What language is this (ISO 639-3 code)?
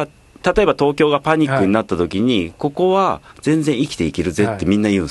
jpn